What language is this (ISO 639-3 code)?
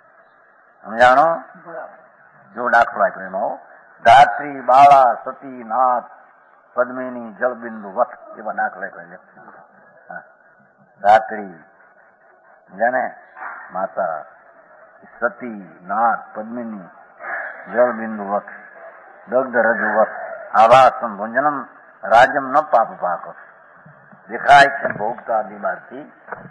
guj